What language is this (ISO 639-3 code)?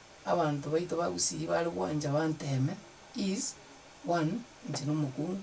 guz